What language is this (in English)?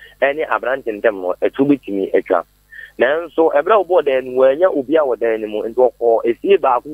Akan